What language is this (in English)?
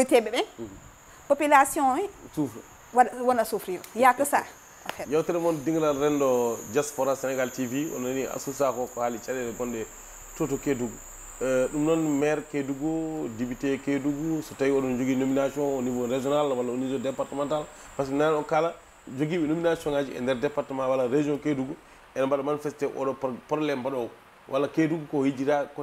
Fula